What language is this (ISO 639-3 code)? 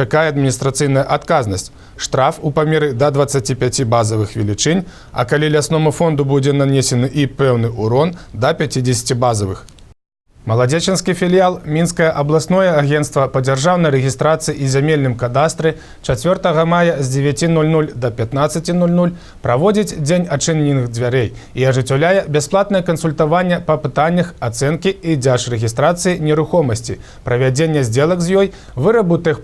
bel